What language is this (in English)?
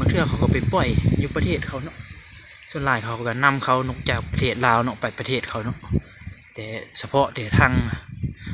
Lao